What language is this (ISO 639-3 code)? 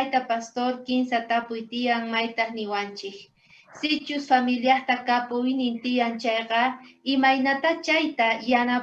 quh